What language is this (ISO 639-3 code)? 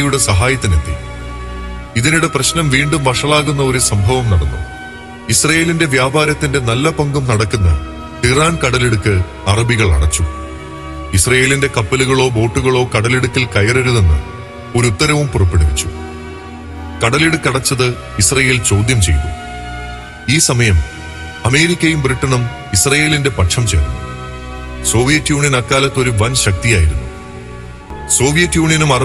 mal